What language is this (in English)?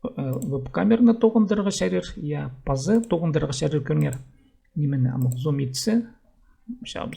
Khakas